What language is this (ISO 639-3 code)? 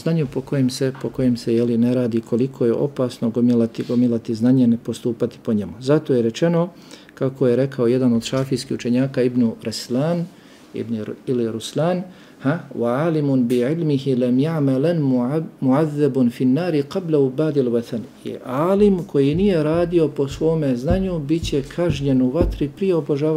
bos